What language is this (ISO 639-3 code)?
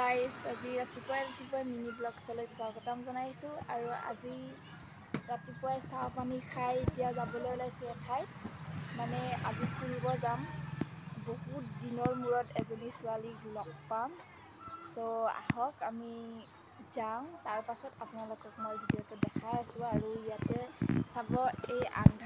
asm